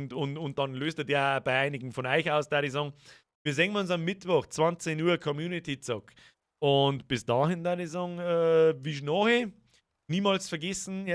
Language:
Bavarian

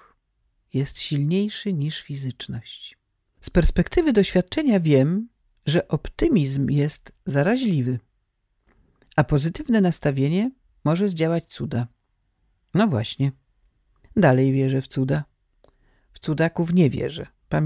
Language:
Polish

